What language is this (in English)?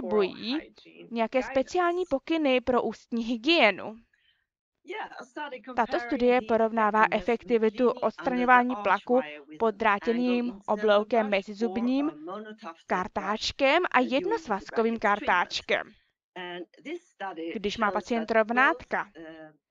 Czech